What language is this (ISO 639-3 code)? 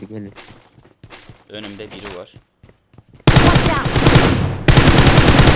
tur